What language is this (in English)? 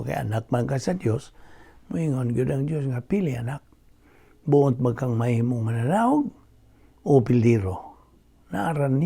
Cebuano